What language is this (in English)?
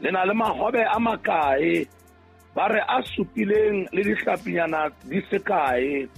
Southern Sotho